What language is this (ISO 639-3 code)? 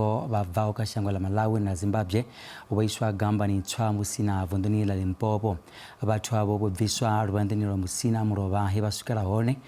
ven